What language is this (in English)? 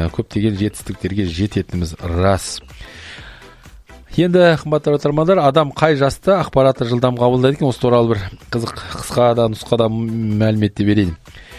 Kazakh